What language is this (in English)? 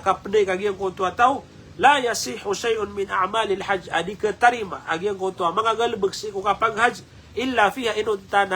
Maranao